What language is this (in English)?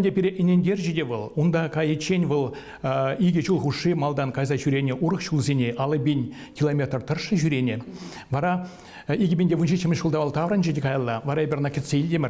Chuvash